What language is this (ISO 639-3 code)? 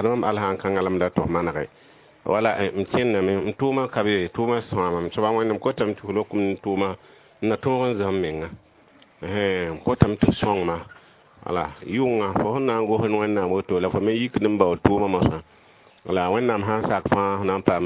mos